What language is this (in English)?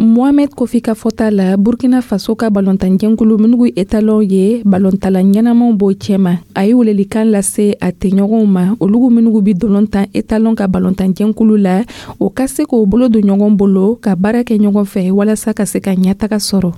Dyula